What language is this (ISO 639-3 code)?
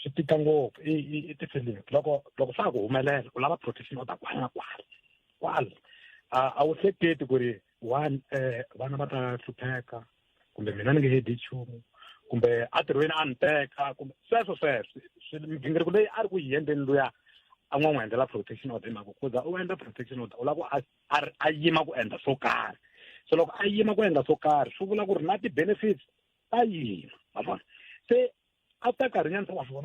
tso